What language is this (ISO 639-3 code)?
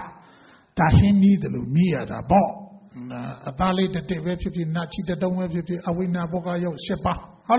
mya